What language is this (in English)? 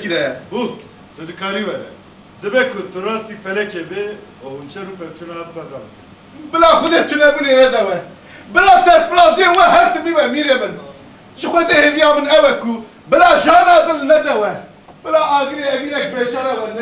Kurdish